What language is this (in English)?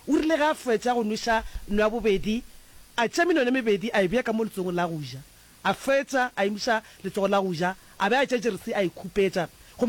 Northern Sotho